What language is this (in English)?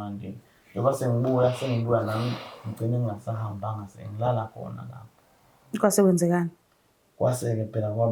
Zulu